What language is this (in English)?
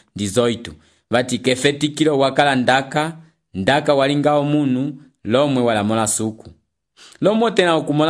Umbundu